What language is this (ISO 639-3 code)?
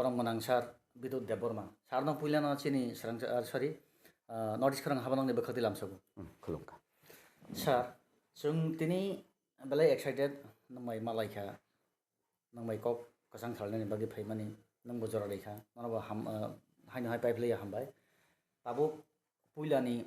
trp